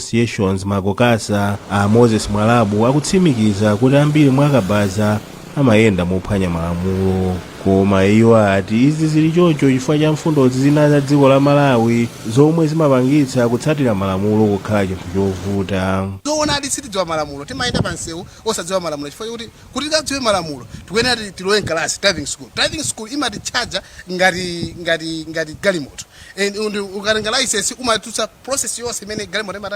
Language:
Nyanja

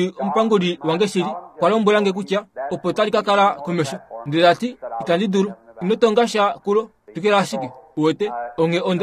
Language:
Kuanyama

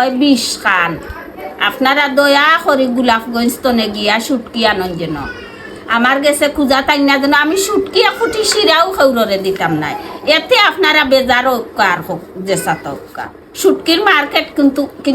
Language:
Sylheti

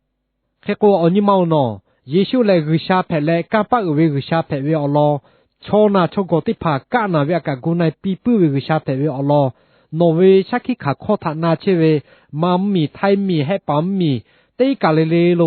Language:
Lahu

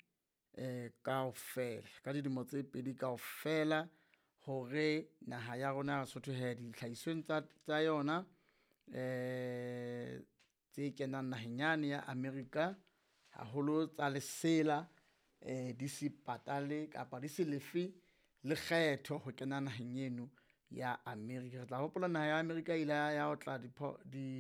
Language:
Southern Sotho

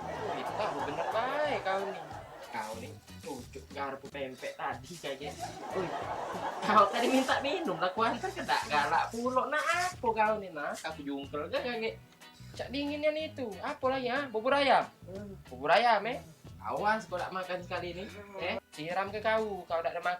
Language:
Musi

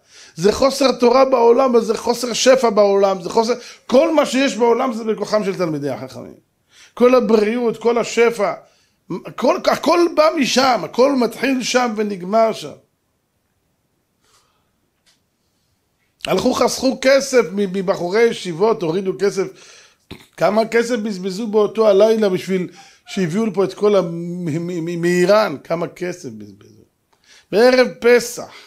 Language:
Hebrew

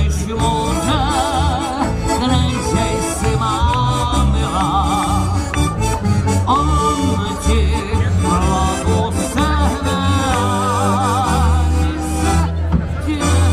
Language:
Czech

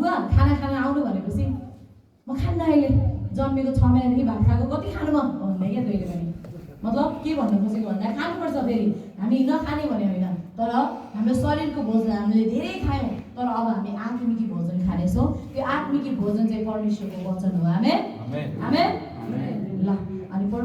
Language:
Nepali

